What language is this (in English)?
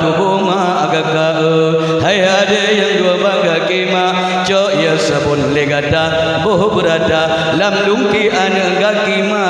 Achinese